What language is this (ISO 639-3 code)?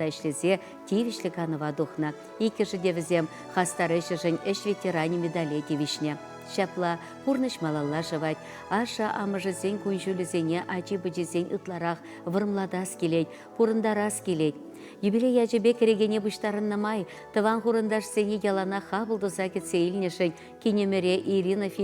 chv